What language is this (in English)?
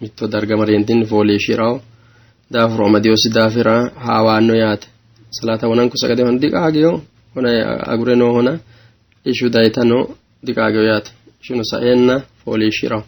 Sidamo